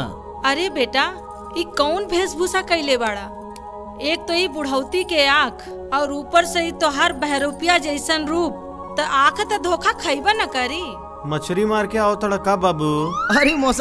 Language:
Bhojpuri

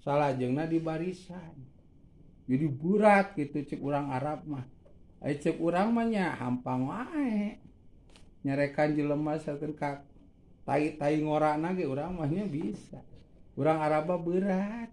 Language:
Sundanese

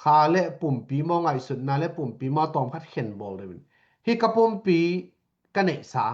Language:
Tedim Chin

